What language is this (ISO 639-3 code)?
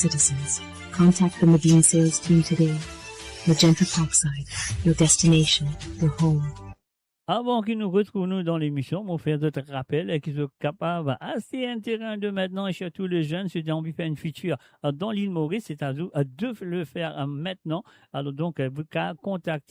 mfe